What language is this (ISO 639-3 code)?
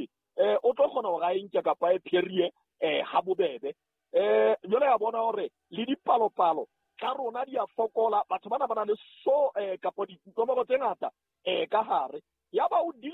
sot